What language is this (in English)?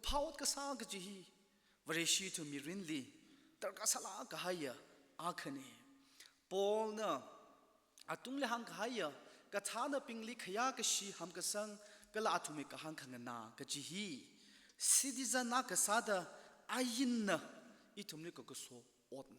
Tangkhul Naga (India)